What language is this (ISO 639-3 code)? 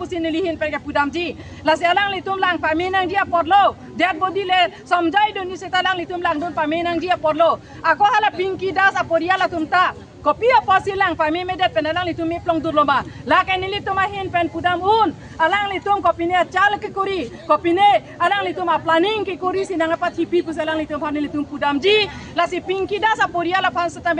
mjw